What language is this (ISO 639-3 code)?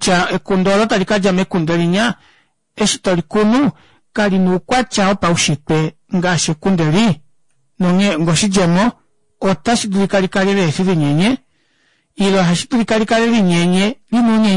kua